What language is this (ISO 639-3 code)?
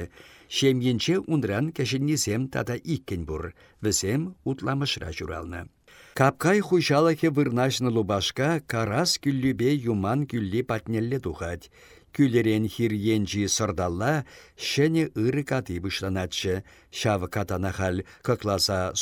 chv